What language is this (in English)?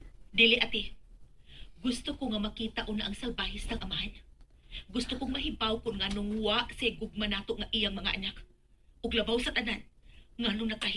Cebuano